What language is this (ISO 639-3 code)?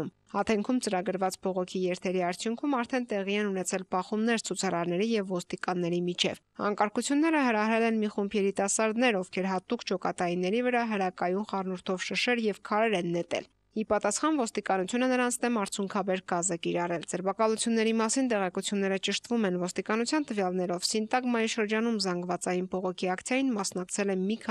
hye